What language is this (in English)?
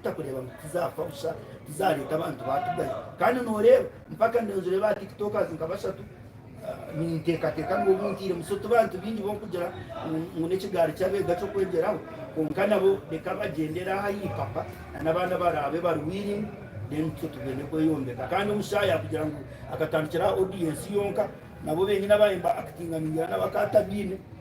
Nyankole